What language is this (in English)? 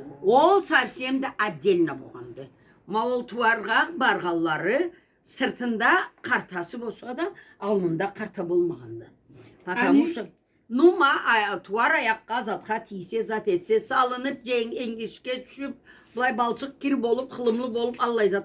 Karachay-Balkar